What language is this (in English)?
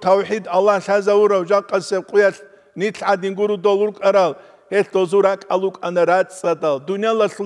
Avaric